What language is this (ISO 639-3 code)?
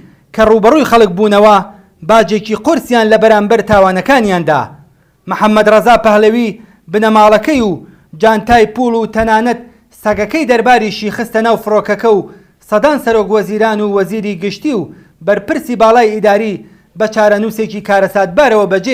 ckb